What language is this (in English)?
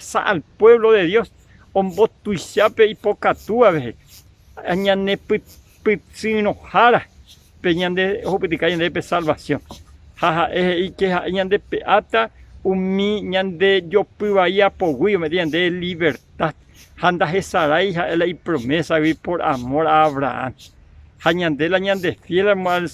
Guarani